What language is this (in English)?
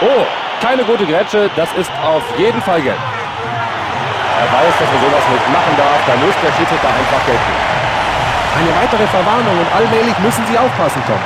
Bavarian